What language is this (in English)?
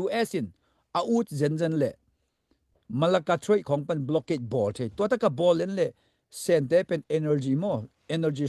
Tedim Chin